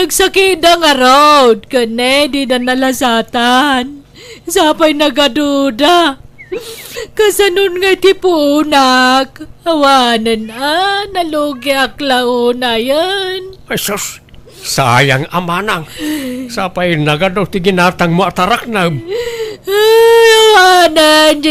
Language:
Iloko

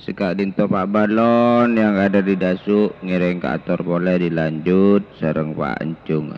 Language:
Madurese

